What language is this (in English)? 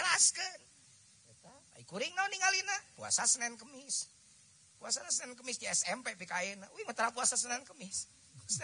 Indonesian